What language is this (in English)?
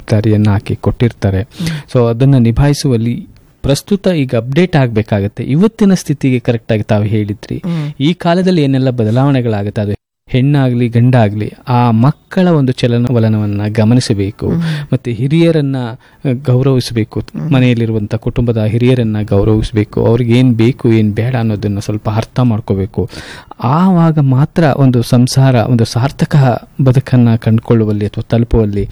Kannada